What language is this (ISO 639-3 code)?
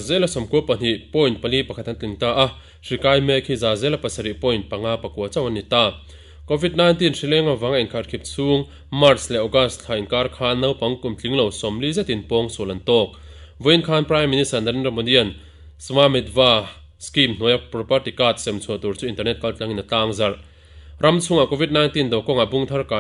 lus